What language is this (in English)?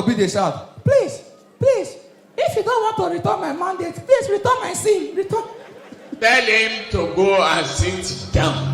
Nigerian Pidgin